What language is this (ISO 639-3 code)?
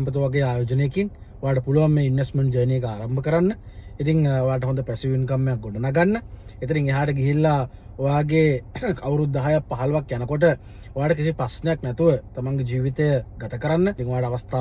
sin